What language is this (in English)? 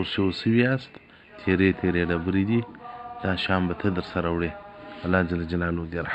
Pashto